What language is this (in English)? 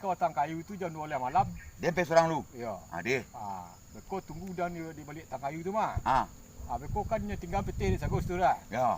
Minangkabau